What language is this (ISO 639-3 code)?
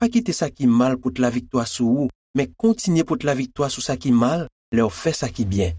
hat